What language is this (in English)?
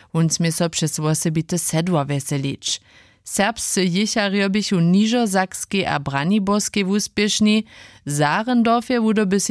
Upper Sorbian